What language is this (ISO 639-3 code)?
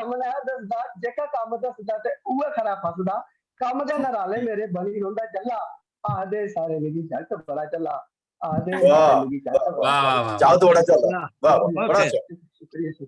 doi